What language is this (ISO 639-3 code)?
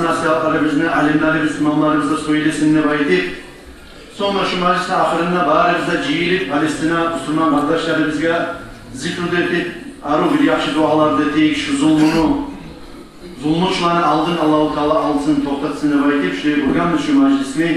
kum